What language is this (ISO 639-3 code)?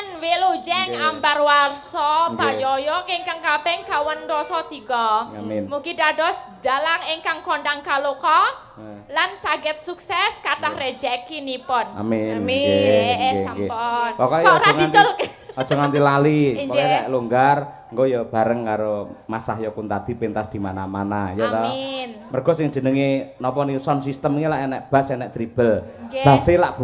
jav